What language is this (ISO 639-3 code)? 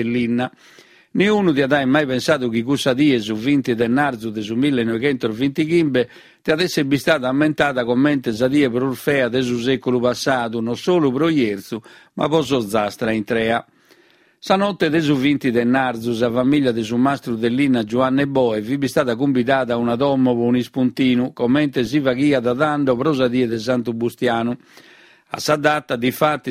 srd